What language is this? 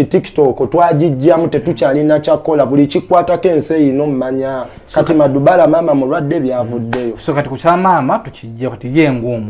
Ganda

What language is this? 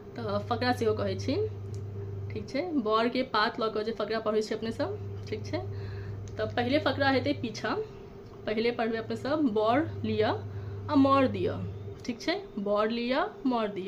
Maithili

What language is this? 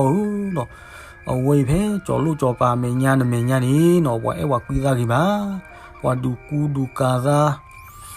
S'gaw Karen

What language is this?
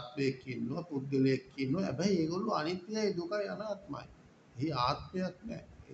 Sinhala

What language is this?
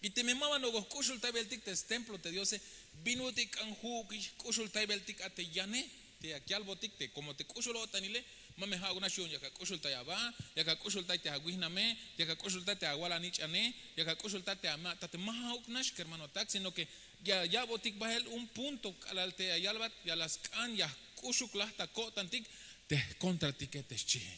Tzeltal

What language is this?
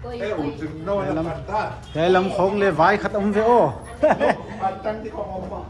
Paite Chin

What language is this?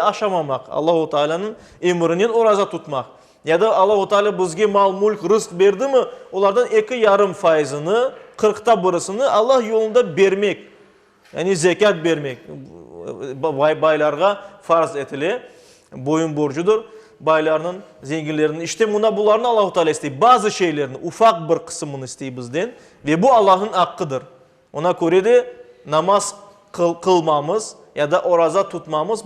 Crimean Tatar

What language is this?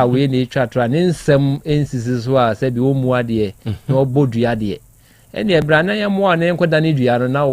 Akan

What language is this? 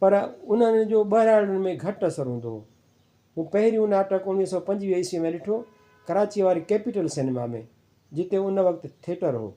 Sindhi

